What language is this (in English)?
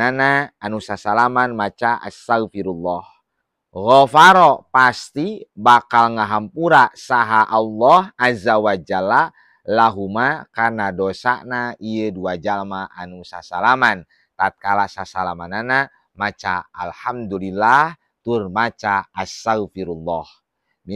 Sundanese